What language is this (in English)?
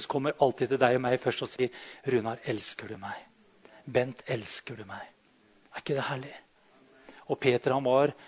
Norwegian